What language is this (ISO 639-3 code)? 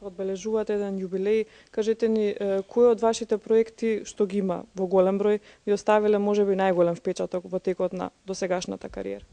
mkd